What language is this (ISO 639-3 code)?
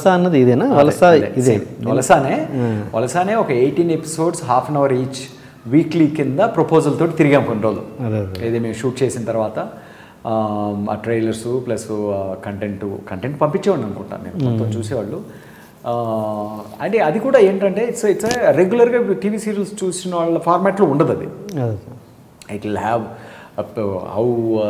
tel